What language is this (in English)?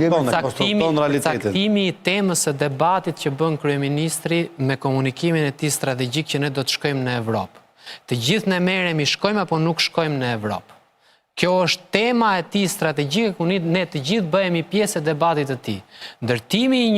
Albanian